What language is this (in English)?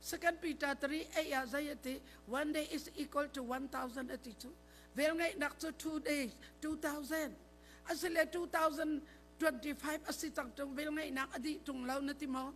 Hakha Chin